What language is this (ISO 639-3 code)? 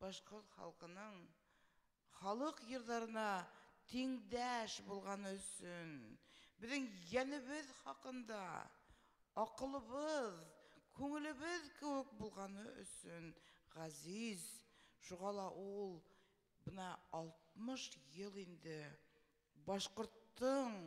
bak